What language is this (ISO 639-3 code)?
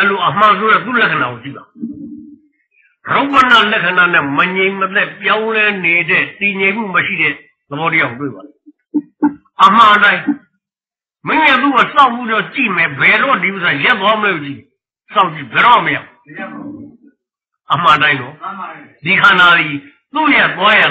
mya